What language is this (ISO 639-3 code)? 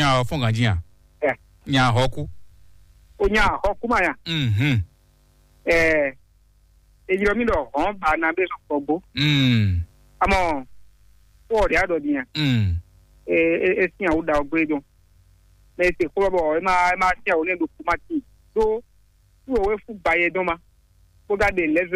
fon